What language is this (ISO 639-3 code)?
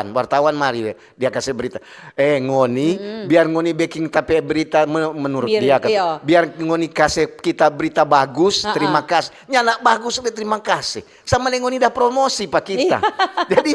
xmm